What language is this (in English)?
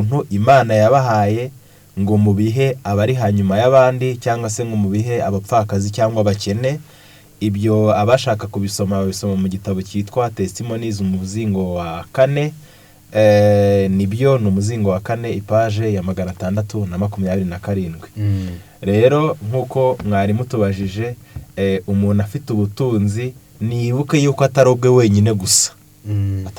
Kinyarwanda